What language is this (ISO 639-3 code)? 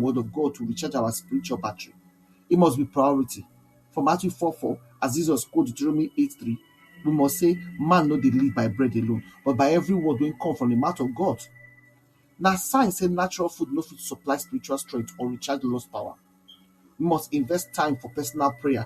pcm